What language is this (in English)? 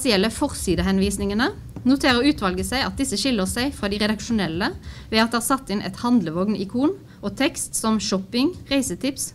Norwegian